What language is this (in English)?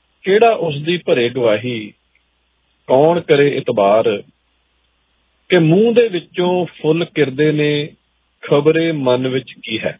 Punjabi